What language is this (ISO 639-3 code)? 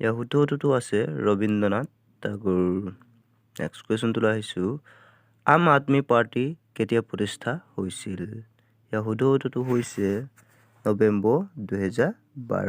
asm